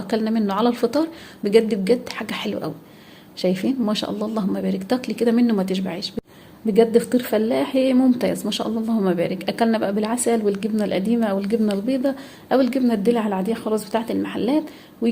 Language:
Egyptian Arabic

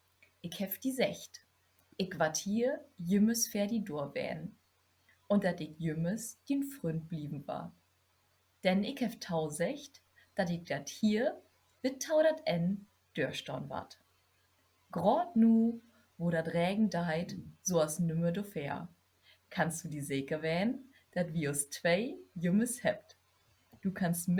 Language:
Low German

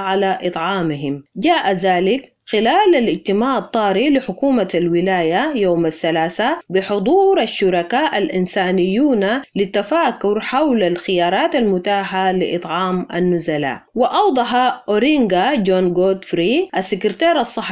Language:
Arabic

